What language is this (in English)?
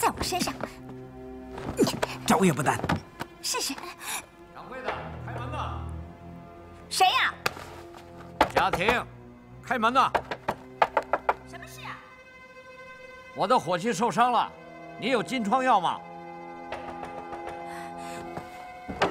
Chinese